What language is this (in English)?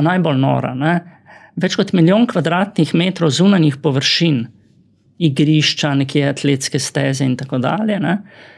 Slovenian